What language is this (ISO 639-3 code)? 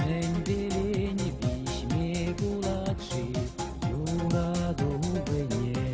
chv